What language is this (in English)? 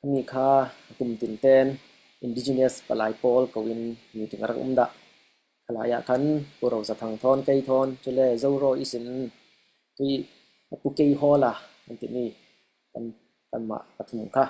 Falam Chin